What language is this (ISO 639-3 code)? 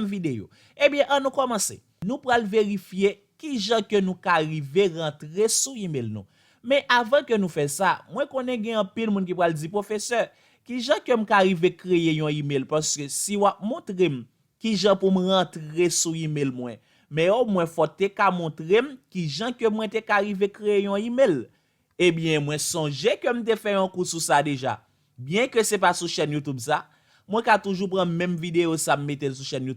hat